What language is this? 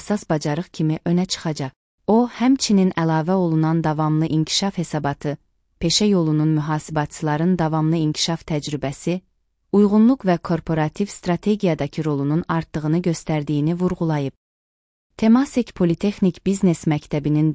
Azerbaijani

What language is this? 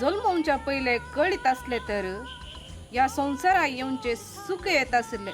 Konkani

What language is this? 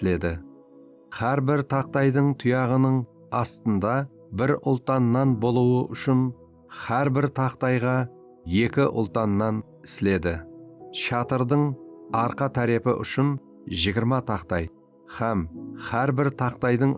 Kara-Kalpak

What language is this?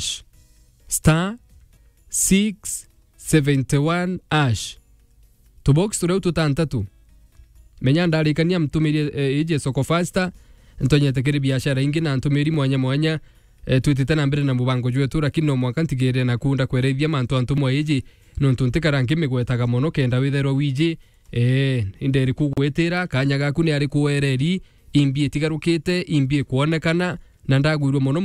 Meru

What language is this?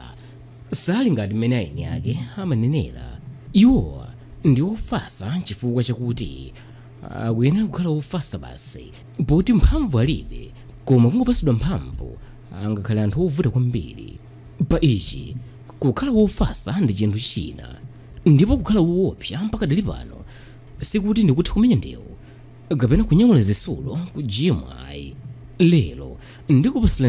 Nyanja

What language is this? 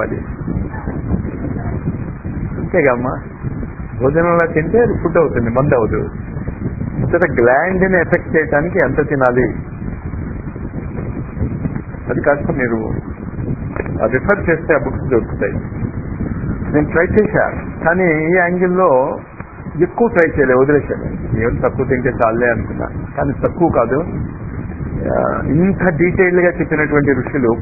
Telugu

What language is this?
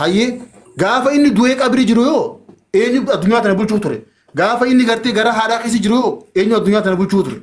Oromo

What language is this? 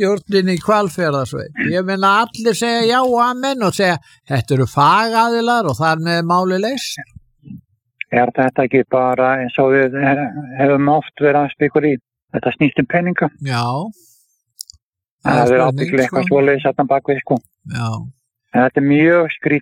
Icelandic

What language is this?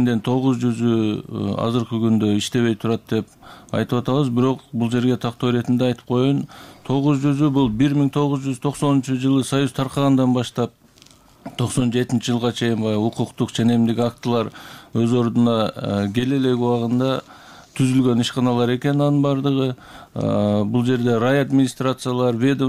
Kyrgyz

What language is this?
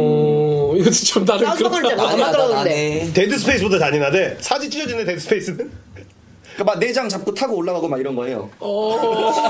Korean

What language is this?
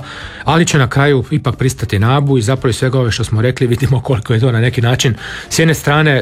Croatian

